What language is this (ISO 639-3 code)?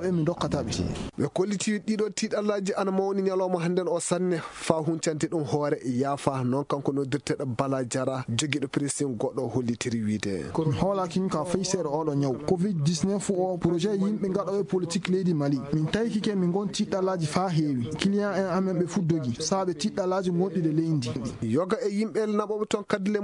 ffm